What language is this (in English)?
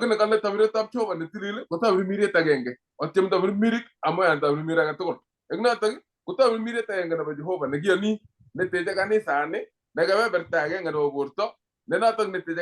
Kalenjin